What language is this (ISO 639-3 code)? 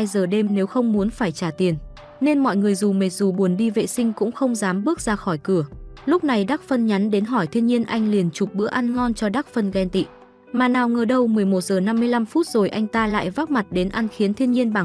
vie